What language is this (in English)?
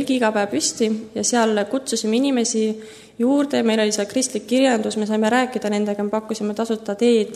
Estonian